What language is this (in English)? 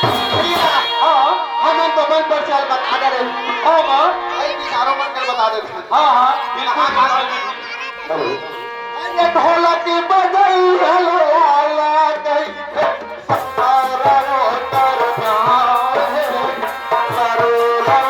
Chhattisgarhi